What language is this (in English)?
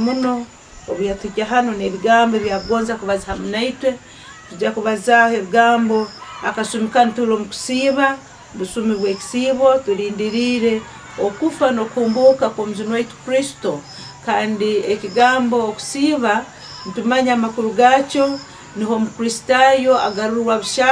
Nyankole